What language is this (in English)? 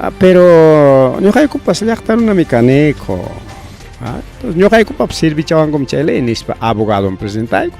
Ayacucho Quechua